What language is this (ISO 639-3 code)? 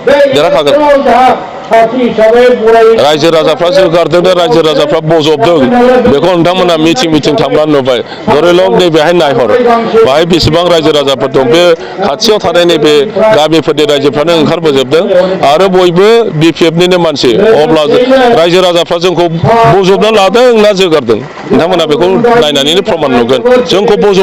brx